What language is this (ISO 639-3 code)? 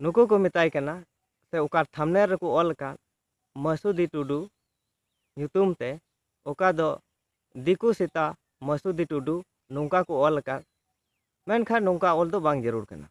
sat